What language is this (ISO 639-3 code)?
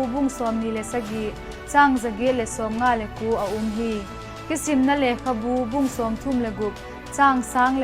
vap